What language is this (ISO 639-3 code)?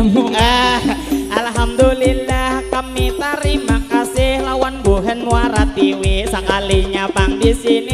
bjn